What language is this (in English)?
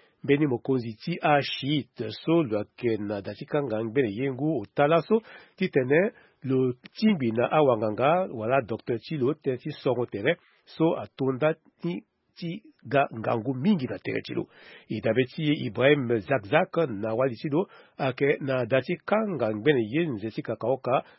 Sango